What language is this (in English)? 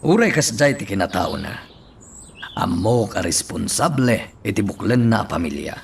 Iloko